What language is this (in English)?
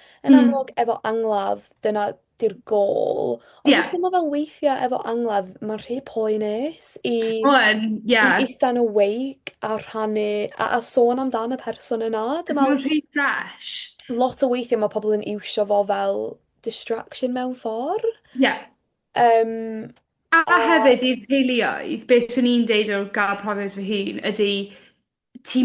Welsh